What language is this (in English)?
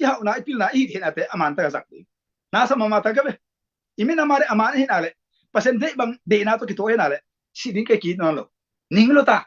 Tedim Chin